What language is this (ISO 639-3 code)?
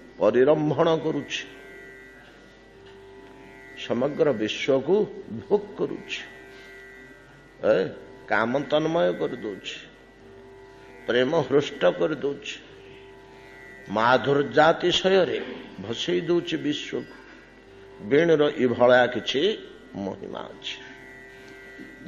ori